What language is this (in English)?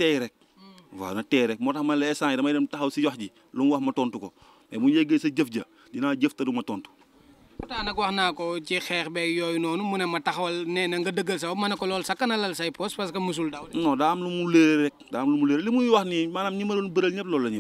Wolof